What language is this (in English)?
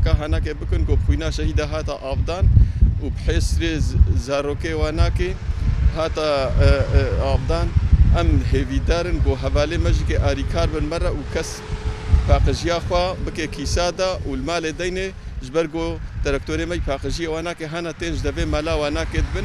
Kurdish